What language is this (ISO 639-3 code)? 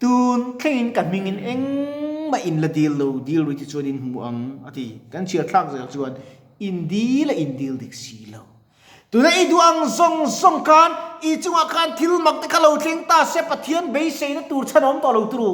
lus